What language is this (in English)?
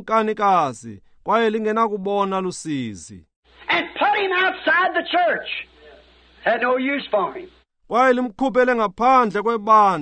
Xhosa